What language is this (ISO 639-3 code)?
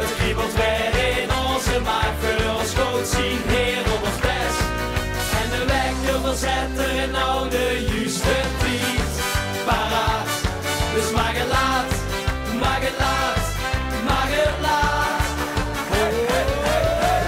lim